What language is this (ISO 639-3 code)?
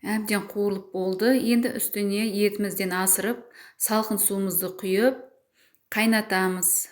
kaz